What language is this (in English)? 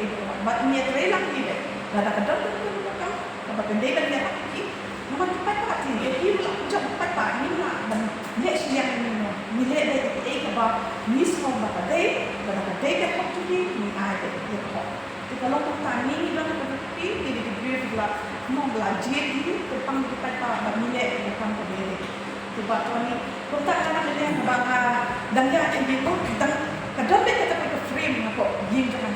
Khasi